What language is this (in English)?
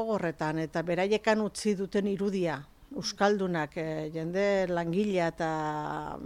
Basque